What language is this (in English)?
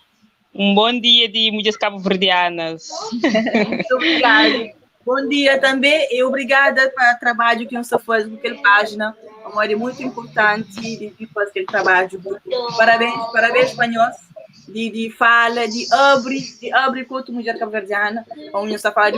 Kabuverdianu